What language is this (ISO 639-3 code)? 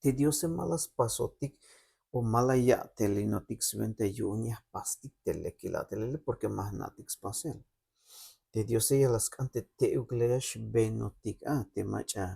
tzh